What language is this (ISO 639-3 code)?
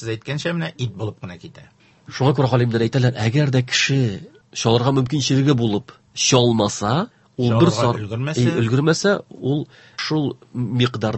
tat